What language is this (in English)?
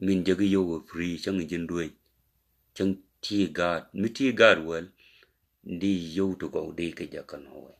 Nuer